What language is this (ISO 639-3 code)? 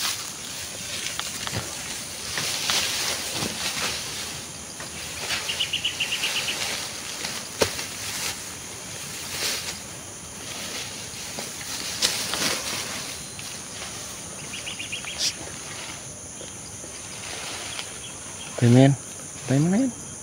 fil